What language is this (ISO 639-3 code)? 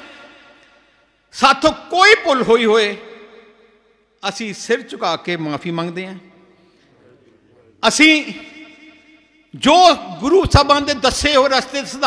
pan